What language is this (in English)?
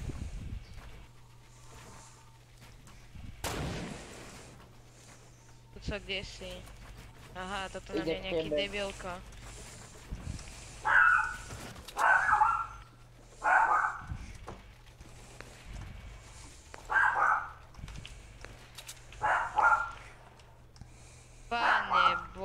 Slovak